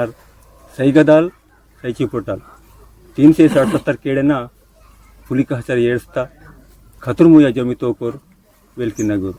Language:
Aheri Gondi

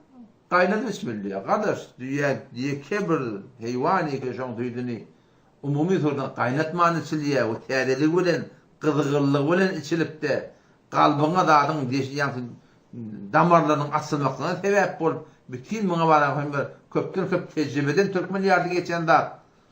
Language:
Turkmen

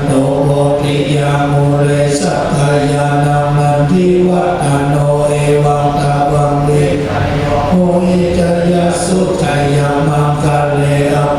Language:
Pali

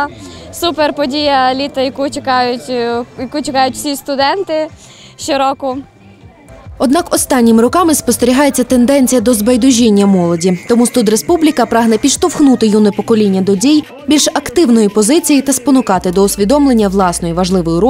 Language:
Ukrainian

